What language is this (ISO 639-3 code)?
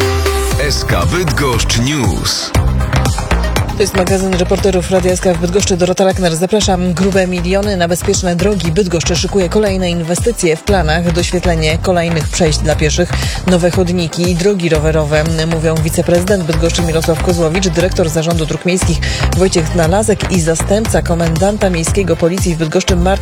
pol